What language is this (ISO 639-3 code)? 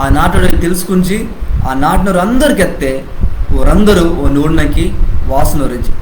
kff